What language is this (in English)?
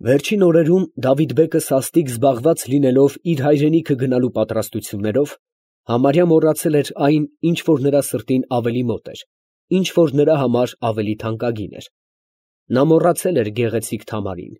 Armenian